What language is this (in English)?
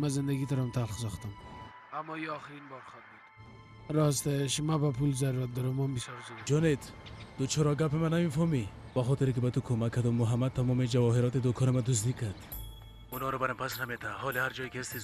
Persian